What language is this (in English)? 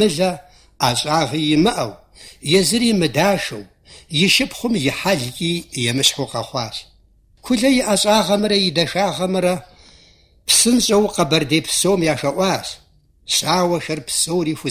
Kabardian